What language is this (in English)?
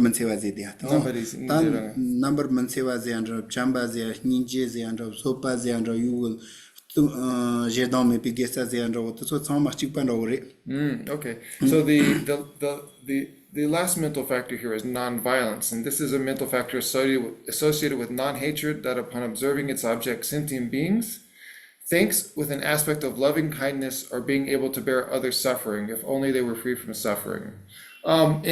Tibetan